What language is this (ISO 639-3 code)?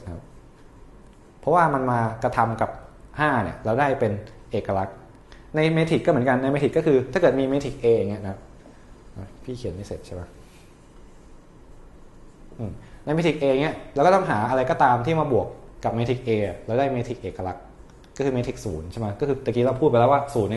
tha